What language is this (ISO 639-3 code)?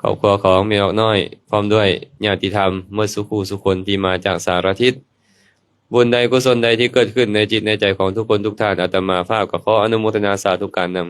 lao